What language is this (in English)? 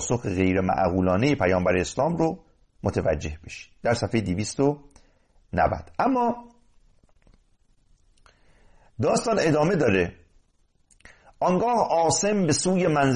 Persian